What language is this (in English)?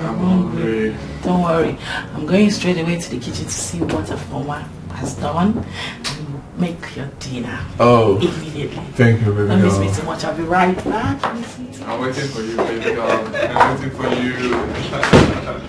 Nigerian Pidgin